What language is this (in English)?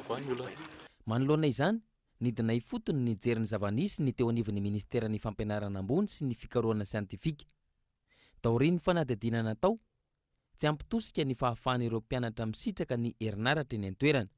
Malagasy